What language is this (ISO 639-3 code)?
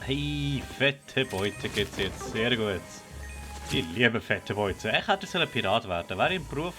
gsw